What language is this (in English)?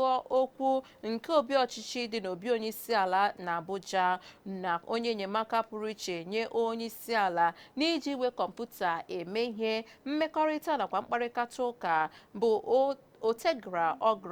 Igbo